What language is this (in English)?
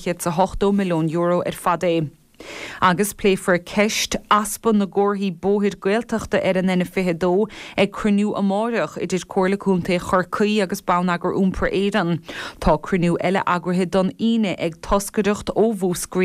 Irish